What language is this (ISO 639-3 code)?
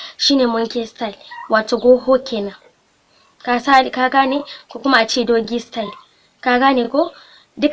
hau